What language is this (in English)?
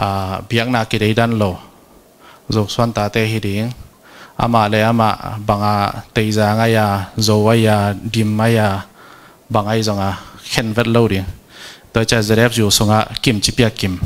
Tedim Chin